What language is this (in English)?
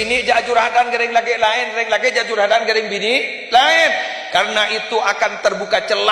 Madurese